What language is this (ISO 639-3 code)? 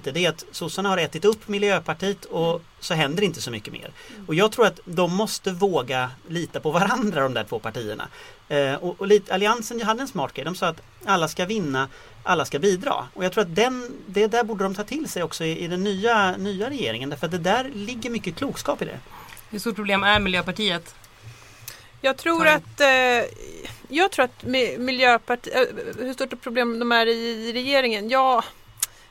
swe